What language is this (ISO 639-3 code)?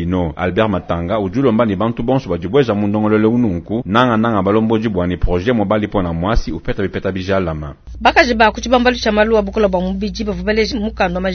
lua